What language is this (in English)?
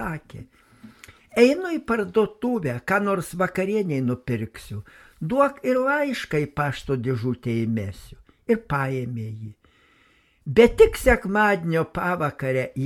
Lithuanian